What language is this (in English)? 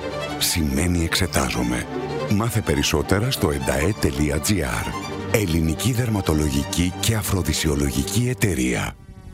Greek